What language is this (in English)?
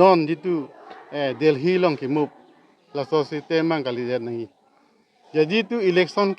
Karbi